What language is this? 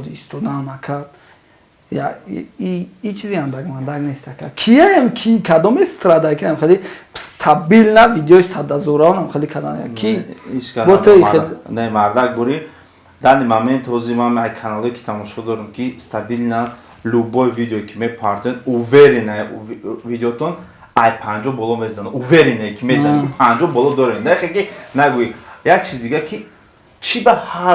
Tajik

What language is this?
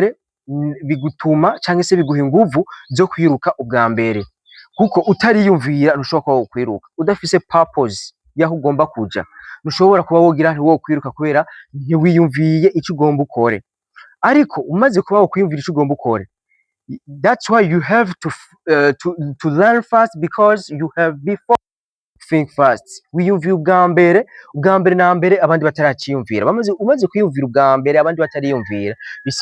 Rundi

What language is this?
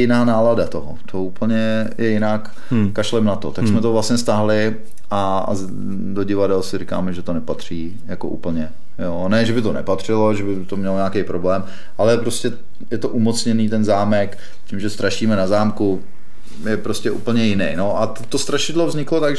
Czech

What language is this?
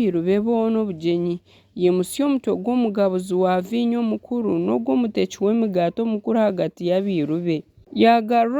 Nyankole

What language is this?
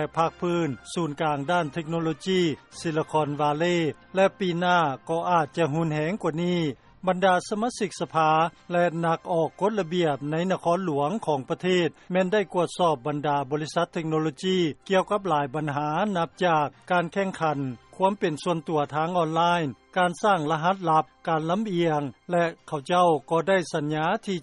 Lao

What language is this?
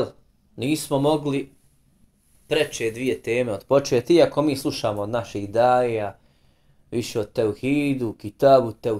Bosnian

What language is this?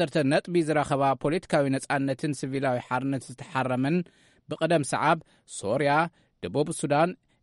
Tigrinya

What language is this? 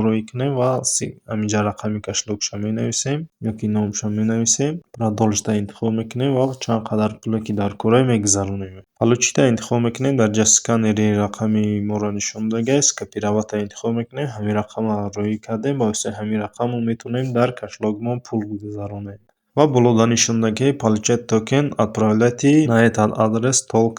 Tajik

